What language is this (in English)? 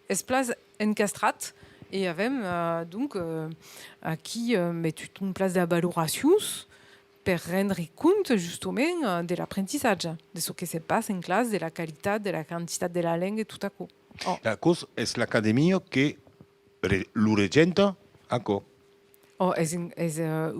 Occitan